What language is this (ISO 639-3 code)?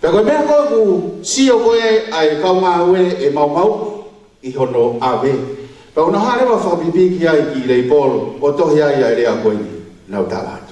ton